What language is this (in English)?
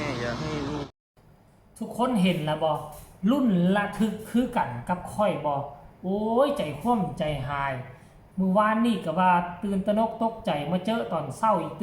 Northeastern Thai